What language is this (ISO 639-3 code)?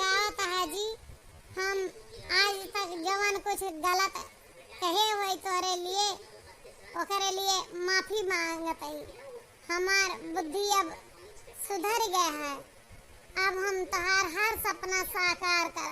awa